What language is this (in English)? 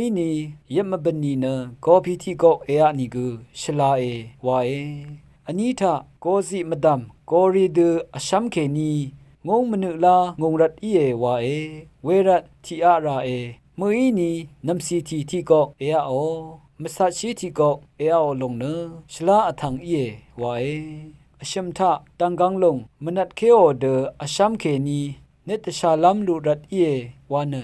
Rawang